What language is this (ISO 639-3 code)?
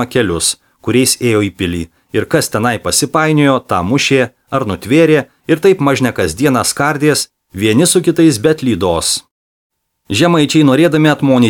lit